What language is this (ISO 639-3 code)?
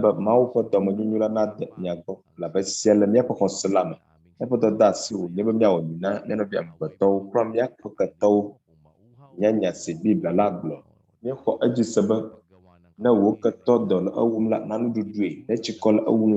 ewe